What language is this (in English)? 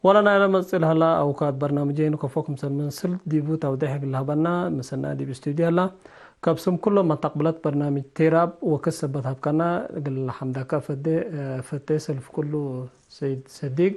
Tigre